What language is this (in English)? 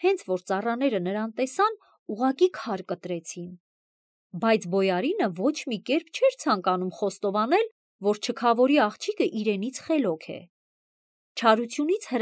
Armenian